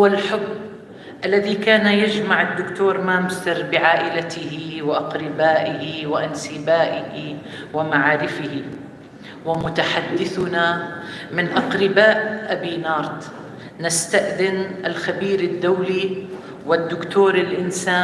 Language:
North Levantine Arabic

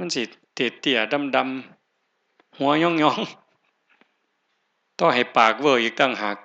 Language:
Northeastern Thai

